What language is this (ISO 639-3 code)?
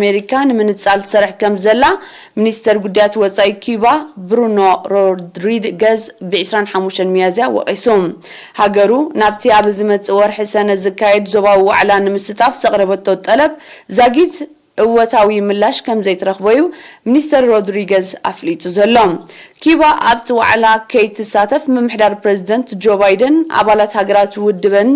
tir